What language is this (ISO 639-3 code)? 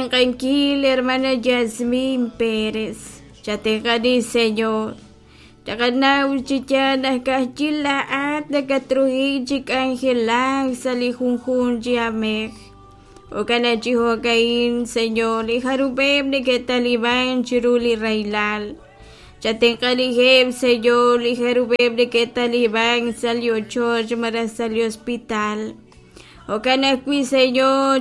kek